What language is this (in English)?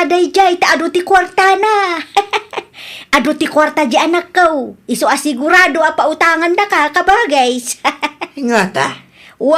Iloko